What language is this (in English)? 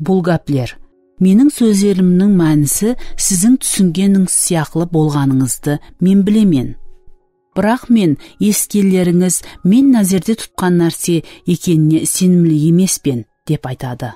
Kara-Kalpak